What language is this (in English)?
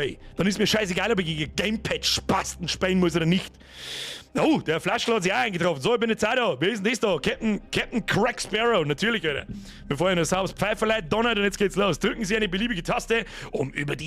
Bavarian